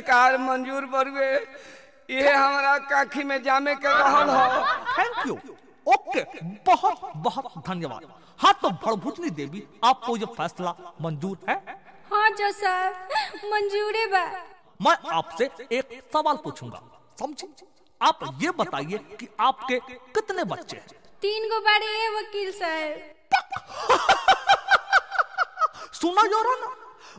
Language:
Bhojpuri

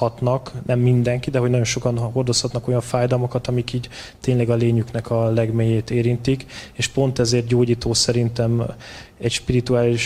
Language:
Hungarian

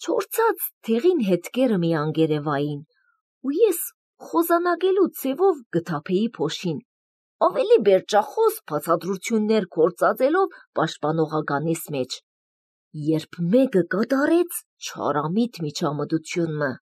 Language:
Armenian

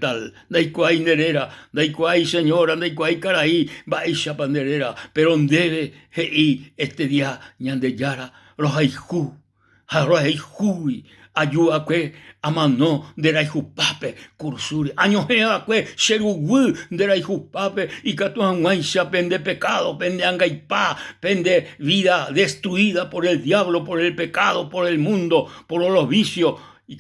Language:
Guarani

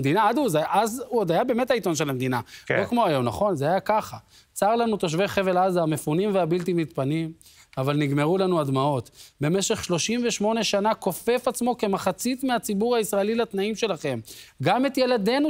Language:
Hebrew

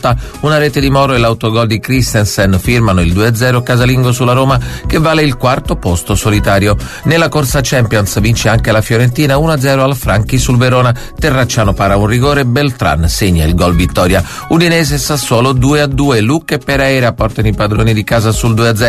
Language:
Italian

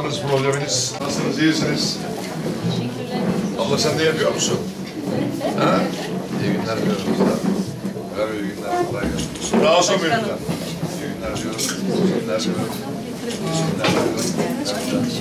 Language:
Turkish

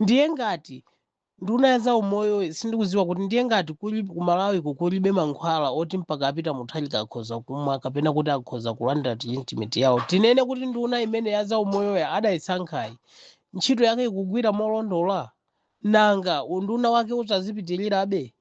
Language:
Nyanja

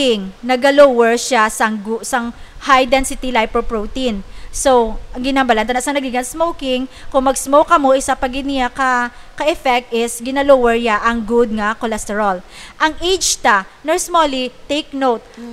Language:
Hiligaynon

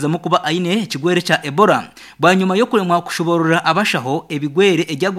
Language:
Nyankole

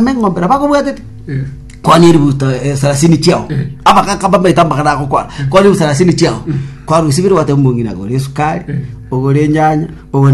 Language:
Gusii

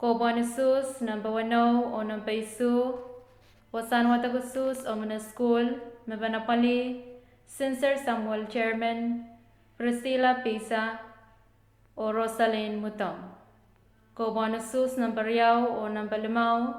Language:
Pohnpeian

